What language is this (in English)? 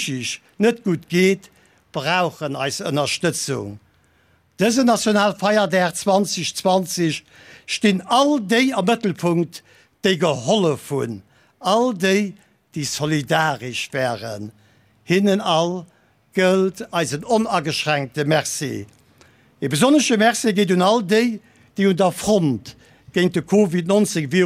Luxembourgish